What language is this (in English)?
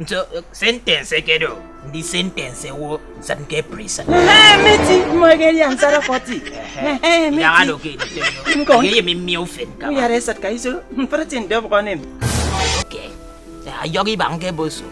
Efik